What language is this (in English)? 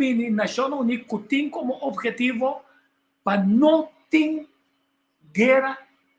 Papiamento